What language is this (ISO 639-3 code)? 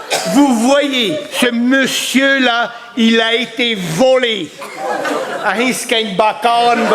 bre